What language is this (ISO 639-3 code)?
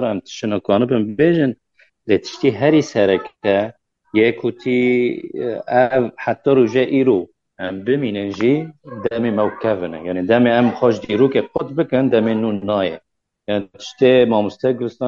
kur